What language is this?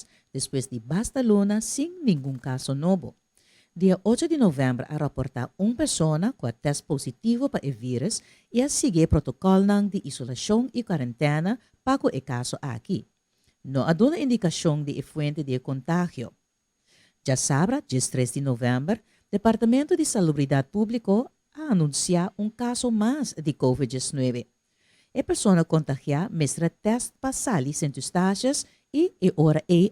Papiamento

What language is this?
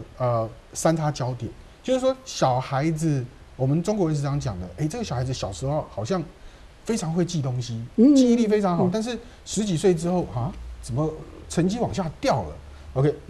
Chinese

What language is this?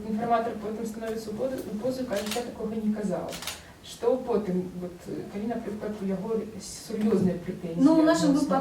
Belarusian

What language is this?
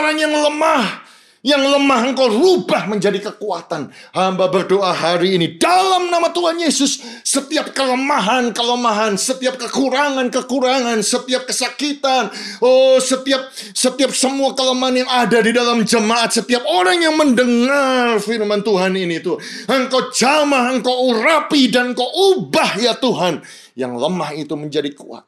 Indonesian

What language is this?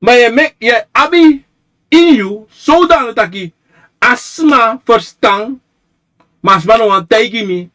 Sranan Tongo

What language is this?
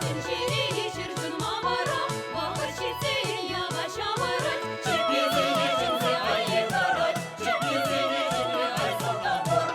Chuvash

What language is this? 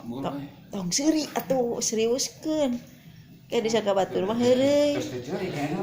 Sundanese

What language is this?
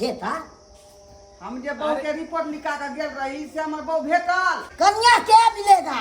Maithili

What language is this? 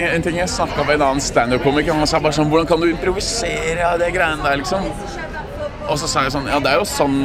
Norwegian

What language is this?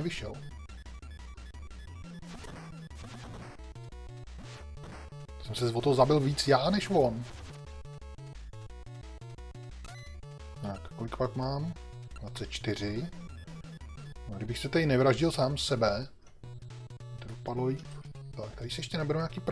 Czech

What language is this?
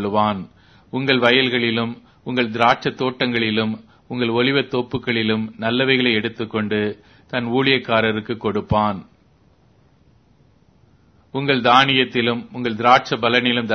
Tamil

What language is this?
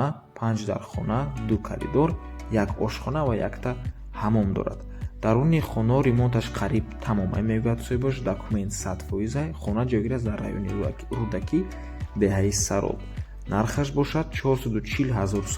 Tajik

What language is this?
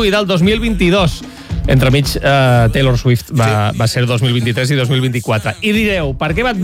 Catalan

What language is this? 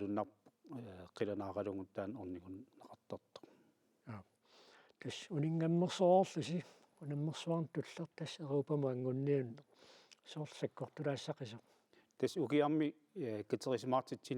Kalaallisut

